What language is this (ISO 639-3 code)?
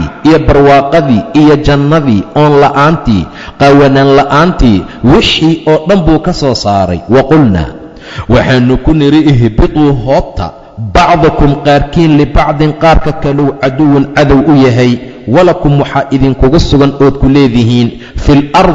som